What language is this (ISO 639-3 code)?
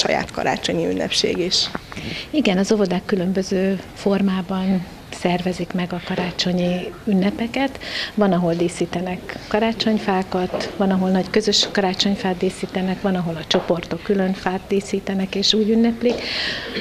hun